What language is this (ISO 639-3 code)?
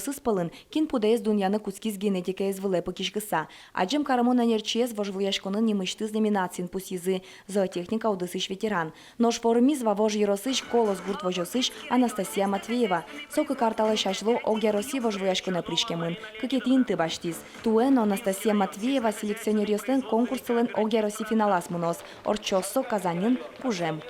udm